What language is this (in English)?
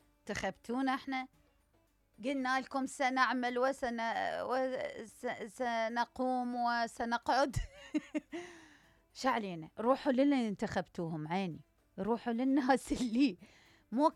Mesopotamian Arabic